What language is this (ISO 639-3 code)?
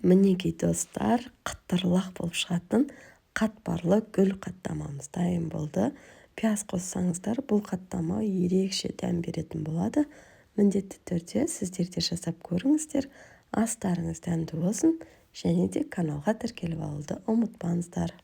kaz